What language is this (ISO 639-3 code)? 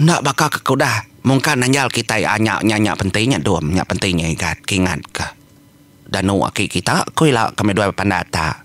iba